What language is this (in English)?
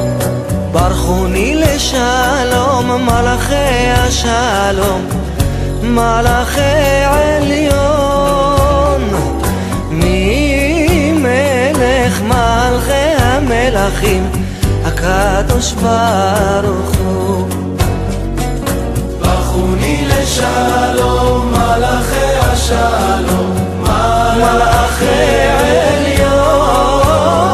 Hebrew